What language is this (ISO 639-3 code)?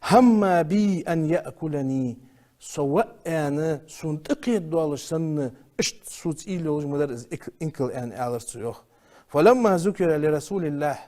inh